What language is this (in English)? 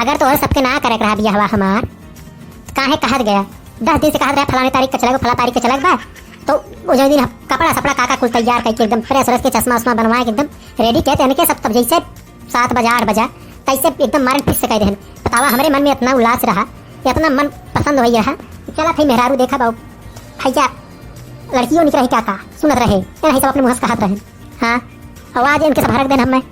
Awadhi